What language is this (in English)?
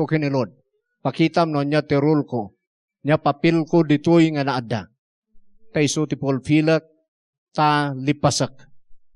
Iloko